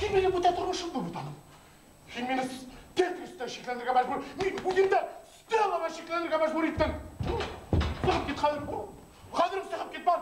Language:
Bashkir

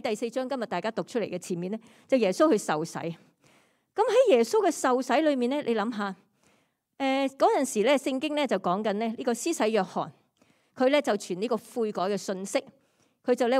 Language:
Cantonese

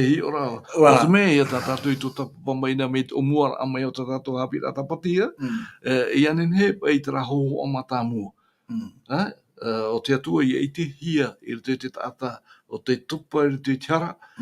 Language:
Tahitian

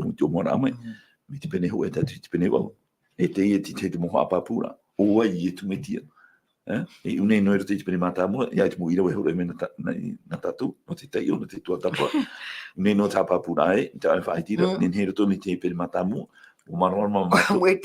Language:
Tahitian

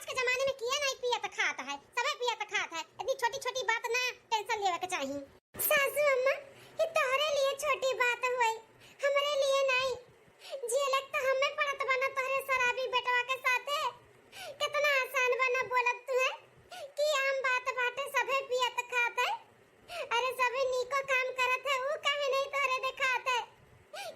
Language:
Awadhi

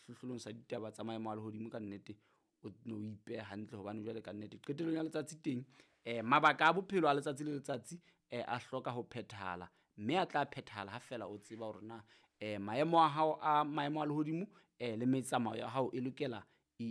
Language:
Southern Sotho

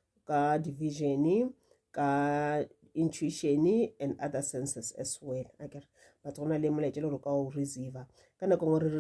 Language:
Northern Sotho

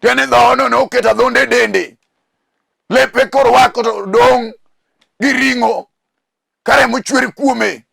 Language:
Luo (Kenya and Tanzania)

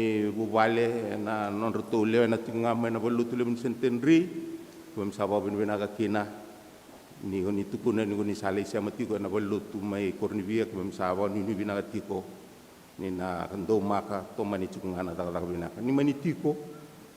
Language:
Fijian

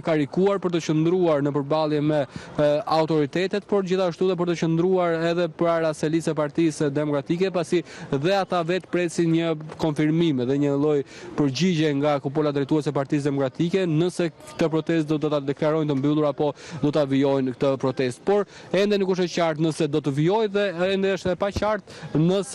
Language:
Albanian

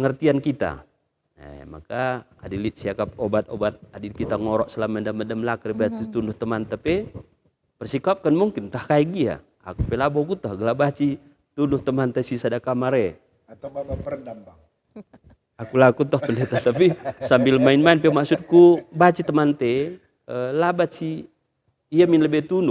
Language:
Batak Karo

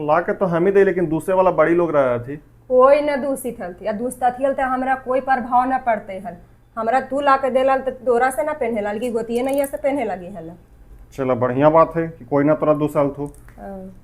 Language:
Magahi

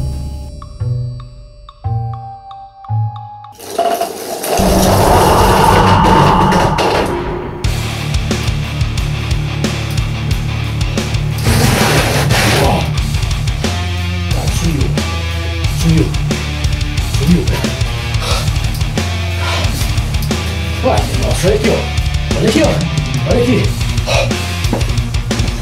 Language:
Portuguese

